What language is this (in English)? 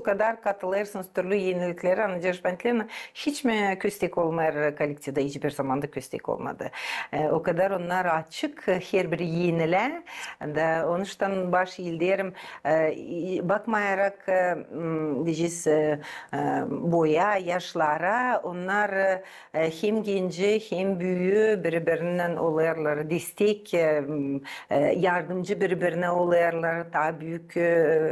Gagauz